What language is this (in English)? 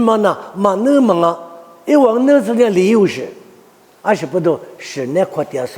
Lisu